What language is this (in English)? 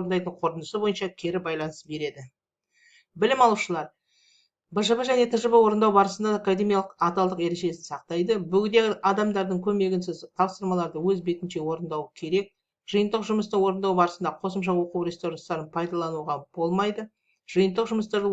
Kazakh